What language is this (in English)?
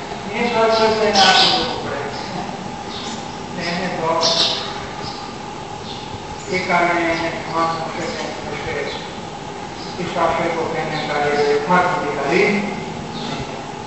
Gujarati